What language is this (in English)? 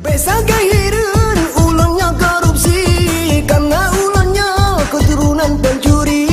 Achinese